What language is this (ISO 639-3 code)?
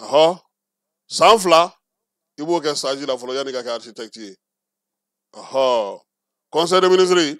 bam